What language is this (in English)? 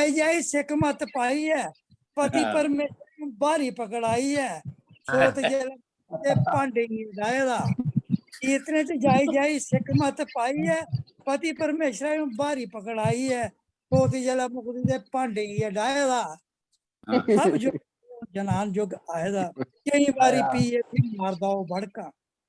Dogri